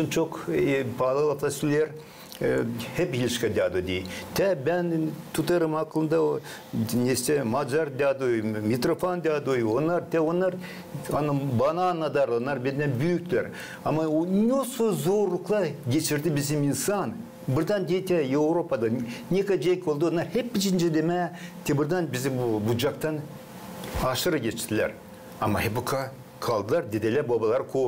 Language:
Gagauz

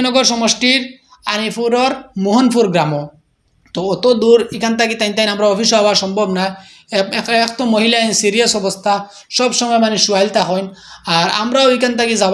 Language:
Sylheti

